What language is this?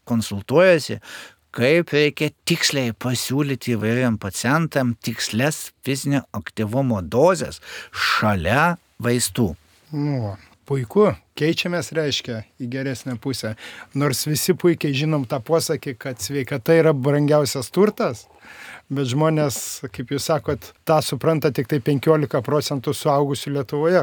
Lithuanian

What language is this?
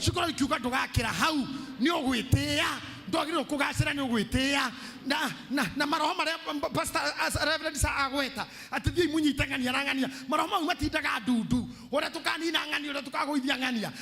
Kikuyu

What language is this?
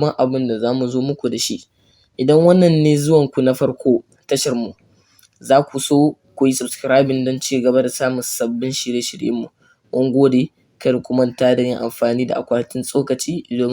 Hausa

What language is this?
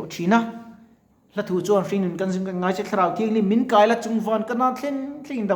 Mizo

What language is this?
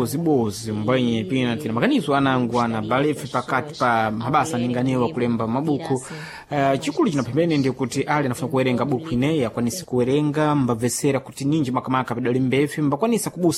Sena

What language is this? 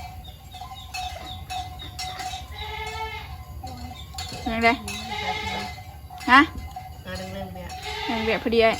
Lao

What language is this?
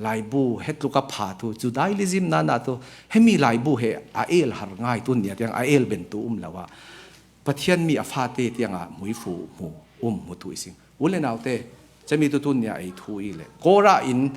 Falam Chin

